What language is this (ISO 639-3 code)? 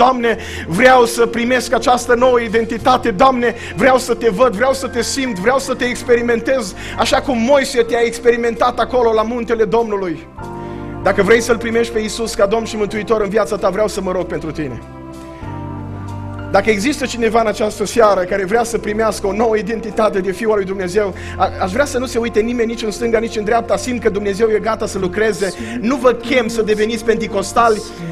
ron